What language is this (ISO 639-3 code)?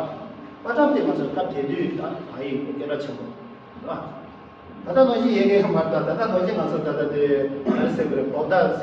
bod